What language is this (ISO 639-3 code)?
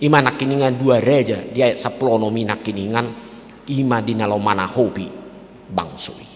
bbc